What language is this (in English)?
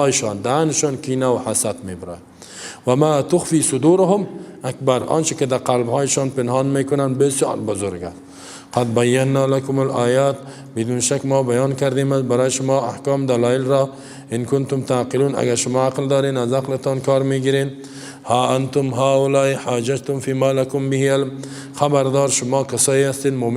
Persian